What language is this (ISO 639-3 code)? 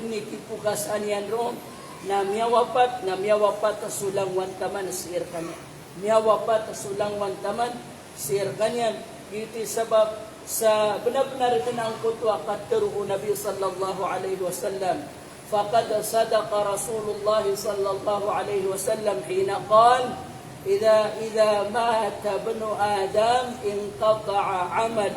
mrw